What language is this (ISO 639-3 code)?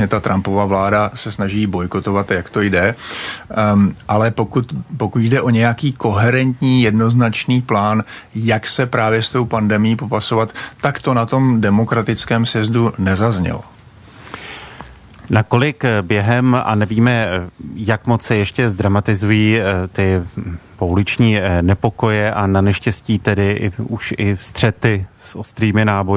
ces